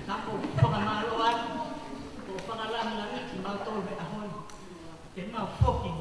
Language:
Tongan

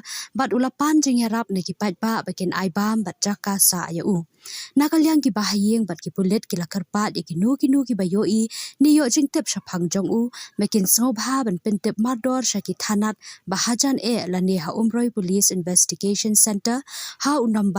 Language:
Khasi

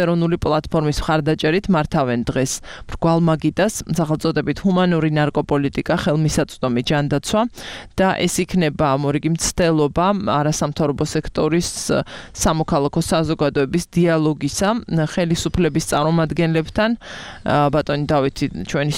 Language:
Georgian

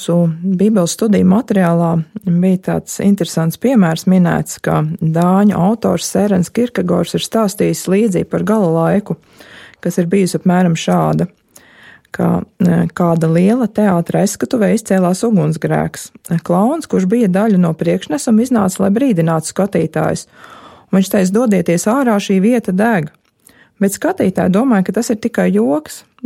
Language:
Latvian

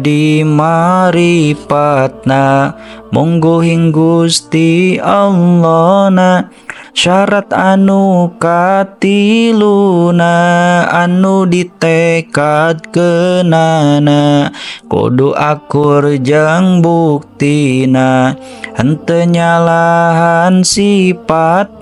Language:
Sundanese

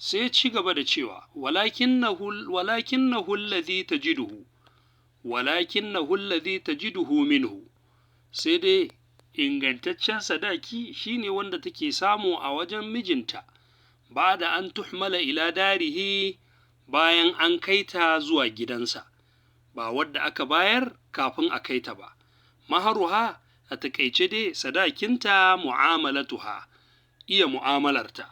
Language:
Hausa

